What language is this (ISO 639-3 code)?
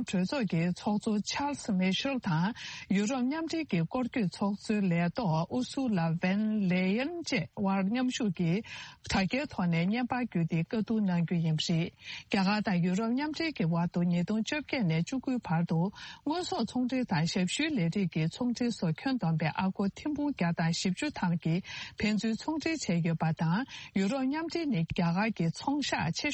bod